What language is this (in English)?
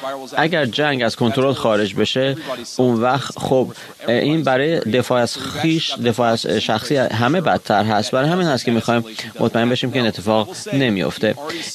Persian